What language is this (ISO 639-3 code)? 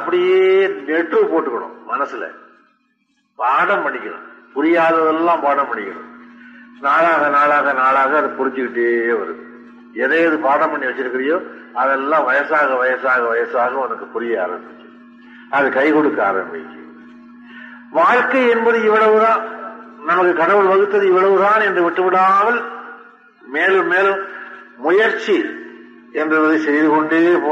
tam